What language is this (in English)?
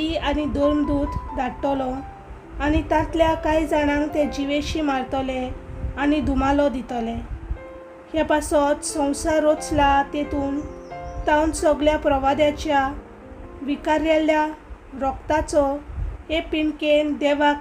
Konkani